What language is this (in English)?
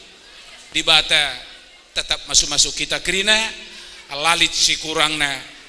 Batak Karo